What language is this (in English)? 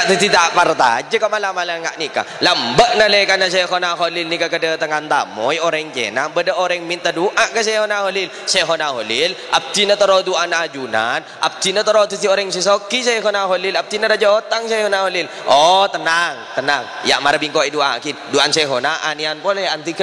Madurese